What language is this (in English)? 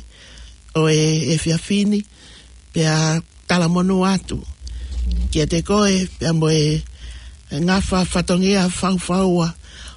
Tongan